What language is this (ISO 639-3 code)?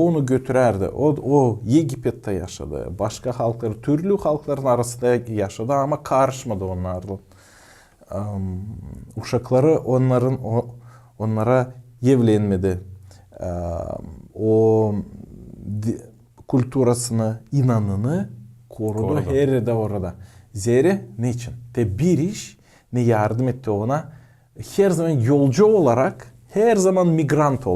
gag